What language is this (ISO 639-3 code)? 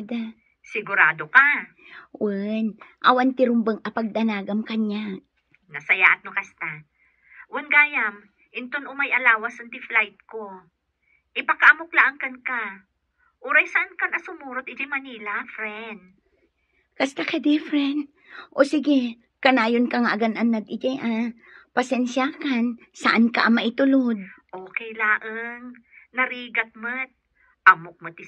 ilo